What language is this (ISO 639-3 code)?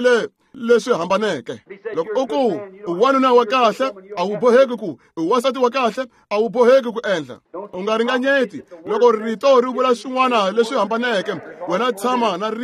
tso